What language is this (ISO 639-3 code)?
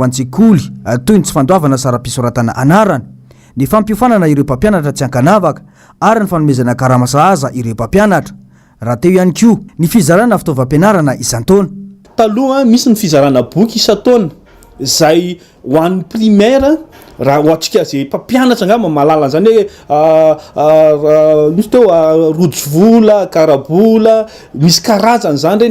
mlg